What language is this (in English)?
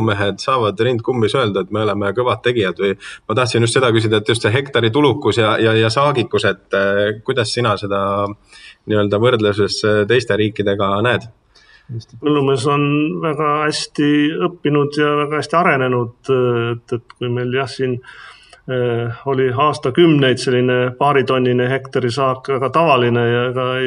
Estonian